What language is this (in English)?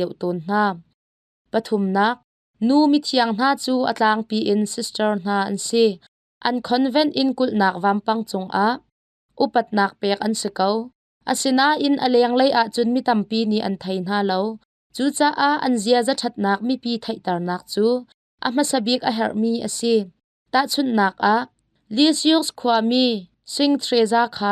Hakha Chin